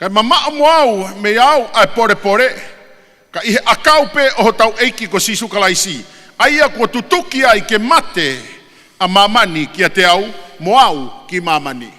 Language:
Tongan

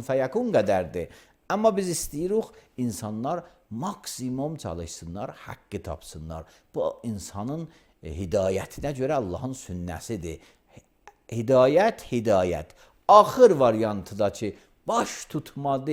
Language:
Azerbaijani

